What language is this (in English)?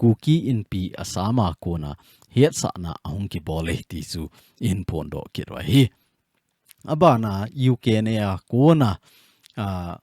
Thado Chin